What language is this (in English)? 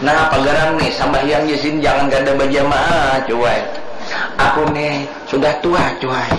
Banjar